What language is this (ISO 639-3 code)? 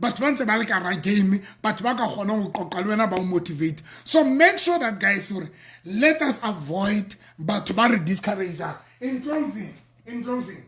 sot